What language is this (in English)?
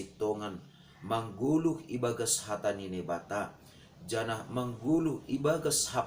Batak Simalungun